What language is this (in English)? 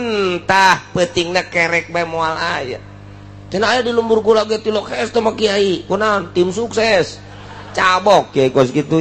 Sundanese